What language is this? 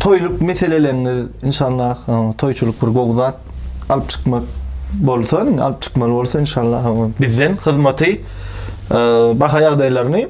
Turkmen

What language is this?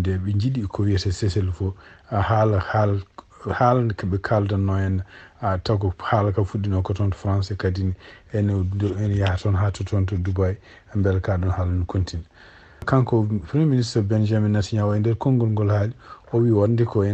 Fula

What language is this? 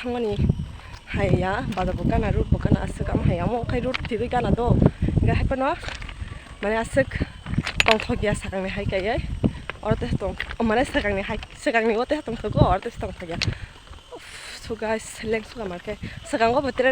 Kok Borok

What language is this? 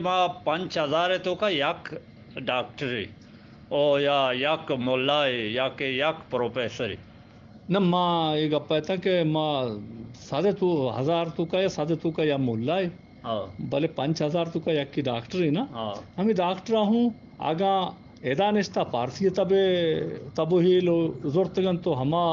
Eastern Balochi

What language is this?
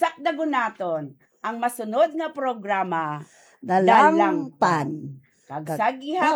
Hiligaynon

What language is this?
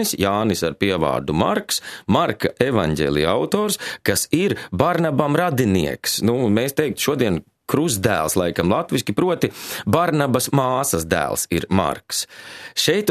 Latvian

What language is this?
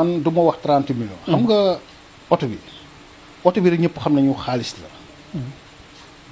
Wolof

